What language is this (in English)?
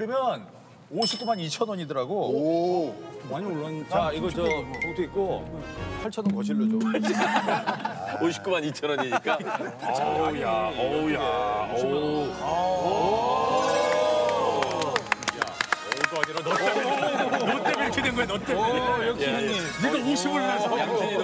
Korean